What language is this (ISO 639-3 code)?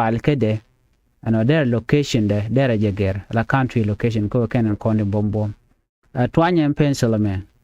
nus